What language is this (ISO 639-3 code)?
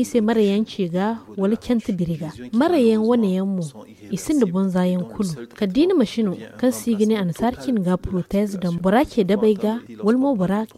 dje